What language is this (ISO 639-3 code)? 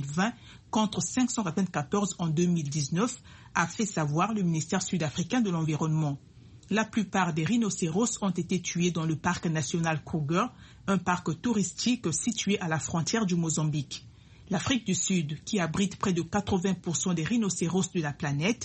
fra